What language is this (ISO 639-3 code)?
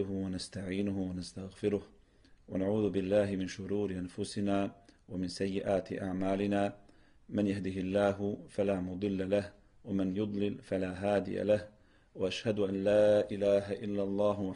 bos